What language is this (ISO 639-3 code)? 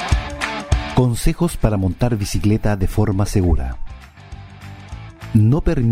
spa